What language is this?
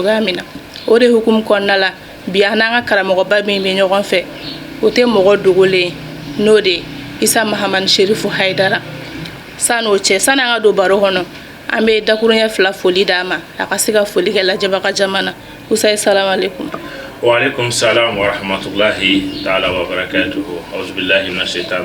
Bambara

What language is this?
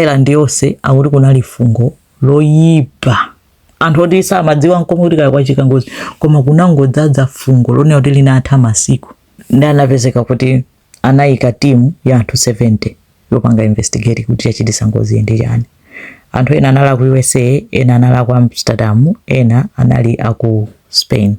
Nyanja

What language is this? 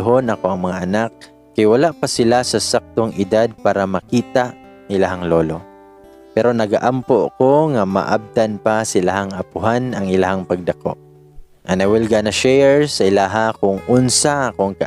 Cebuano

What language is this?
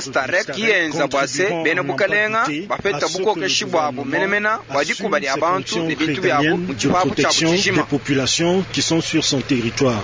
Luba-Lulua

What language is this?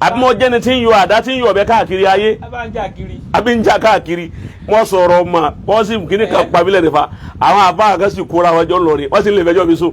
Yoruba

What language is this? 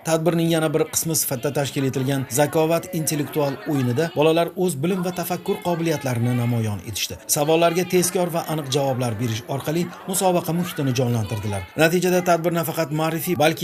Uzbek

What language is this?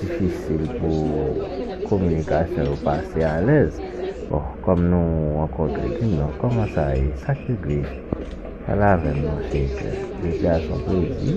Haitian Creole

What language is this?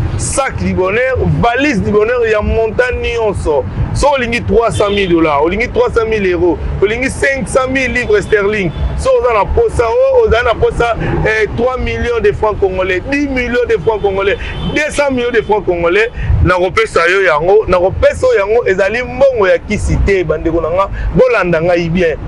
Lingala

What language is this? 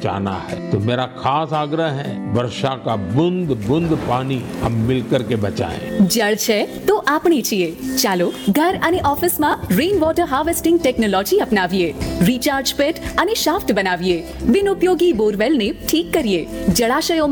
Gujarati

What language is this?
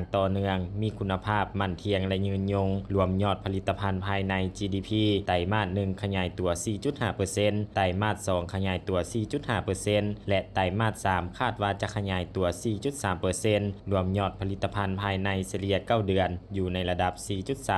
Lao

